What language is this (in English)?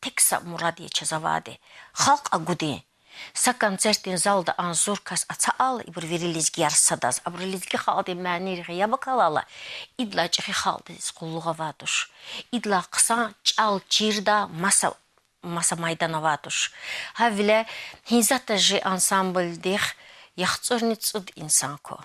Lezghian